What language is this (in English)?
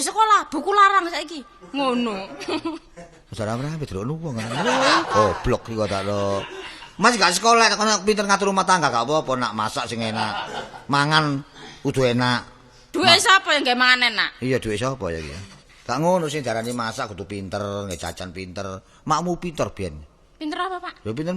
Javanese